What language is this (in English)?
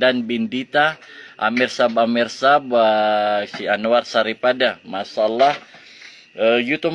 Maranao